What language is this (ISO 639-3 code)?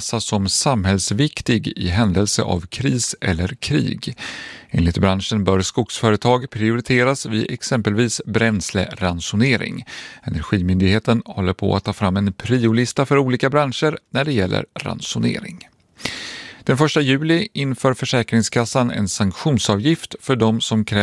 swe